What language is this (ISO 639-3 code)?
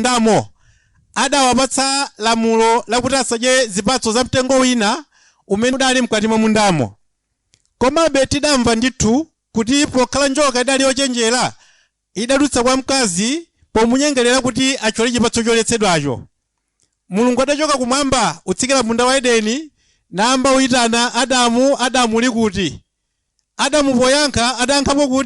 nya